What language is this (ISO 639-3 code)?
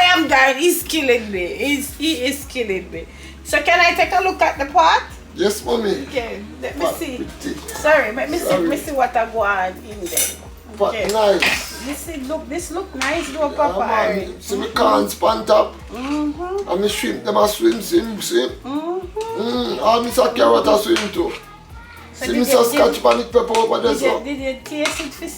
jam